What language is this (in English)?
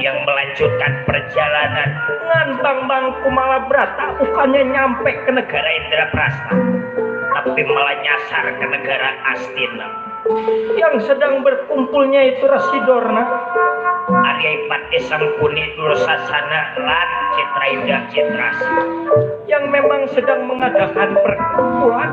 Betawi